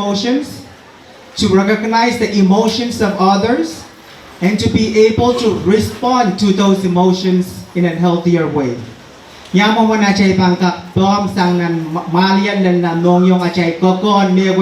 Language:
Pohnpeian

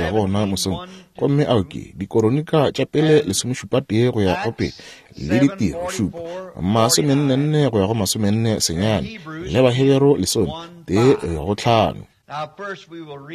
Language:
Northern Sotho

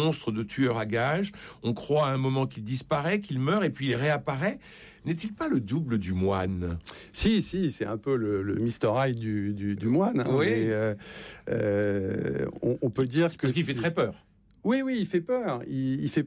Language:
French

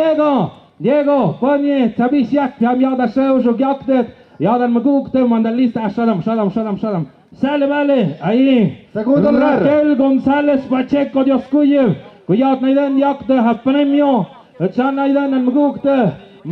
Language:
Tlahuitoltepec Mixe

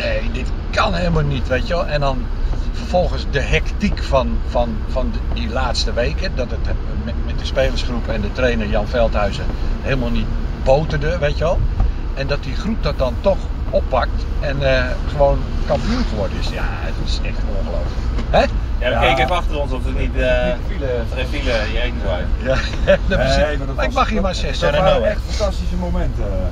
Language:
Dutch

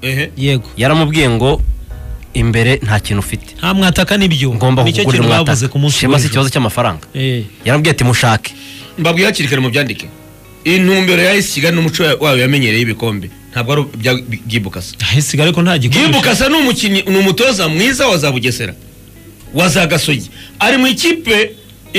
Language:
Kinyarwanda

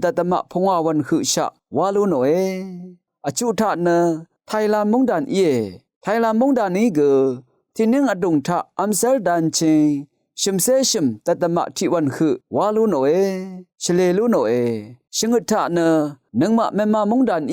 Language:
Rawang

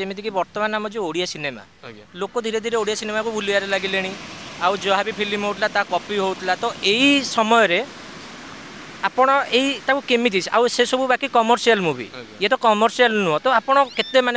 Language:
Odia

